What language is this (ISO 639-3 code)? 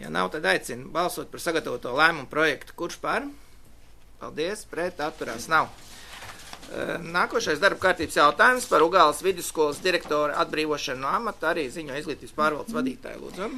lav